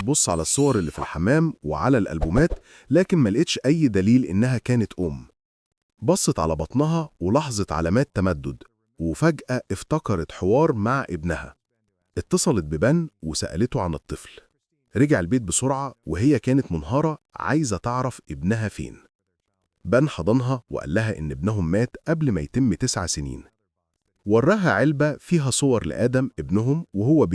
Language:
Egyptian Arabic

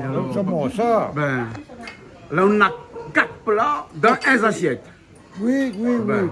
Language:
Réunion Creole French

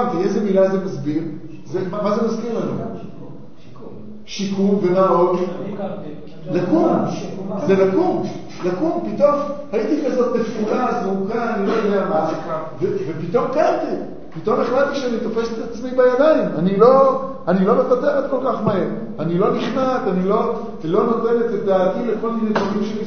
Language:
Hebrew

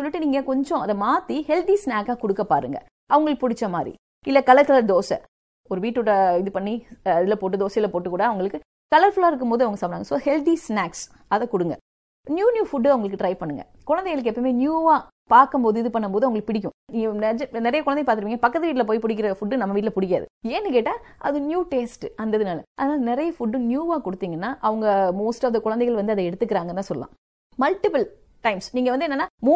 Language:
Tamil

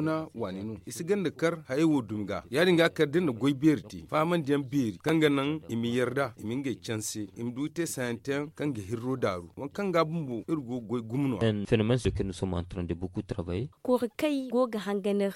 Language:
Zarma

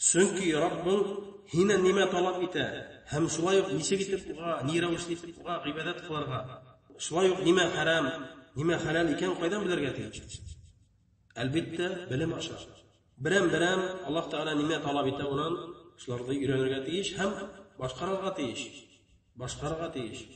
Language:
Bashkir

